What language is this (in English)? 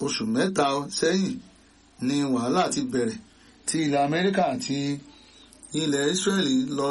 Yoruba